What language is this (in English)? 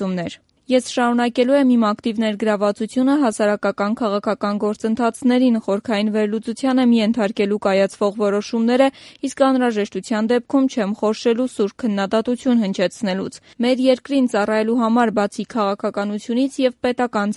Armenian